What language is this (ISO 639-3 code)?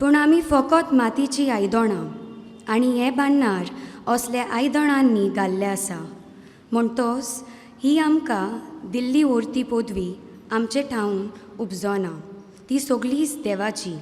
kok